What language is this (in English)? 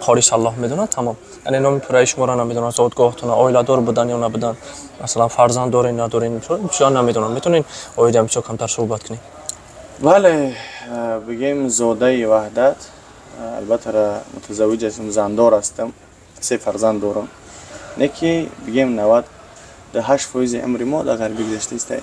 Tajik